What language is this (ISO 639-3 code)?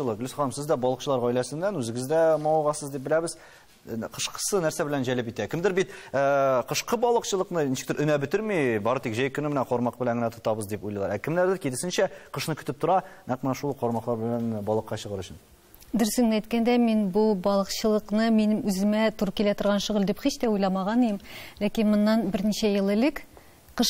tat